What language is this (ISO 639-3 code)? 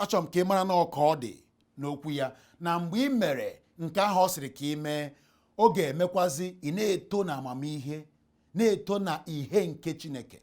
ibo